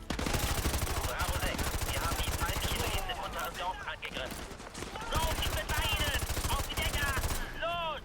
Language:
Swiss German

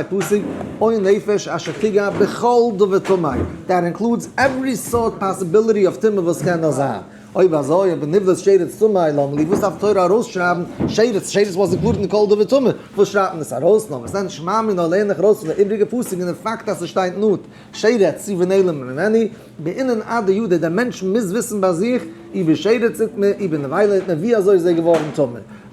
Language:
Yiddish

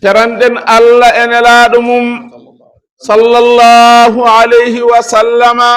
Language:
Fula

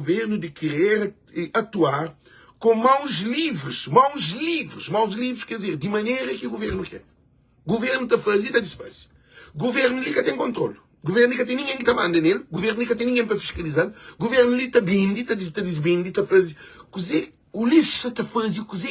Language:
Kabuverdianu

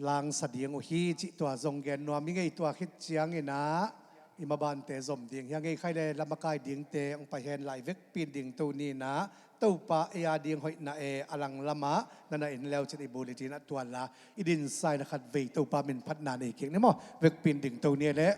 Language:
Tedim Chin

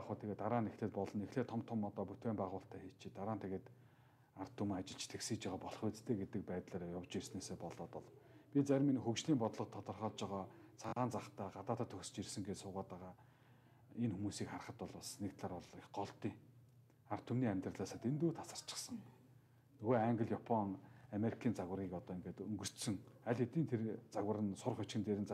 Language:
Mongolian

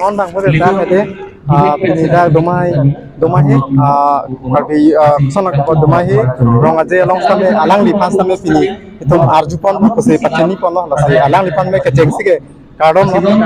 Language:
Karbi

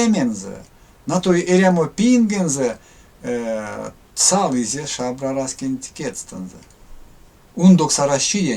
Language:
Erzya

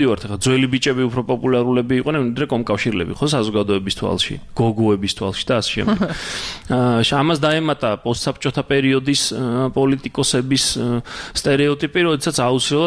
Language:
Georgian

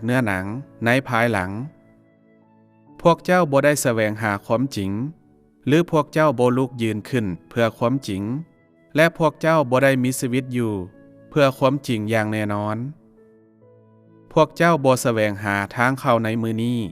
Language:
Lao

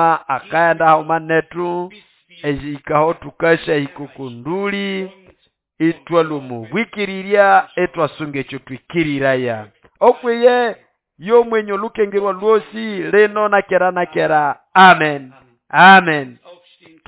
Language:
Nande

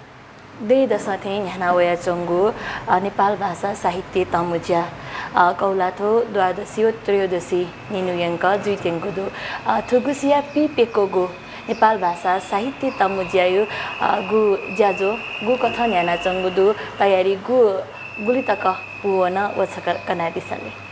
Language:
Newari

